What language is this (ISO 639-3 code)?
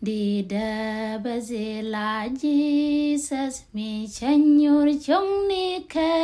nus